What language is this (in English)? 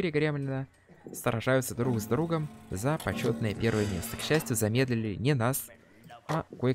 Russian